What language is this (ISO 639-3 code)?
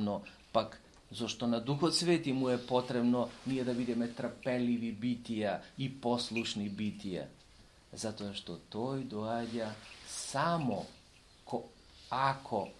mkd